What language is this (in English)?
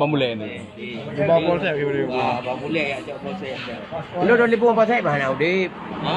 Achinese